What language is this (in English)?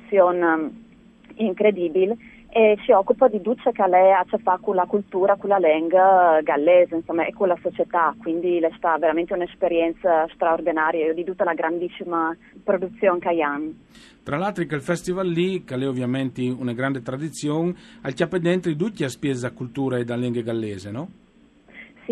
Friulian